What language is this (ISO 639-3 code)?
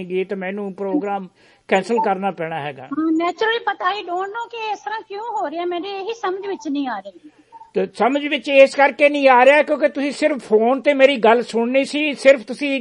pan